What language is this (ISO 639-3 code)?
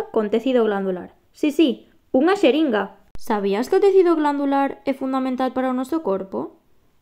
glg